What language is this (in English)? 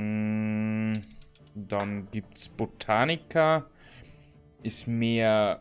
Bavarian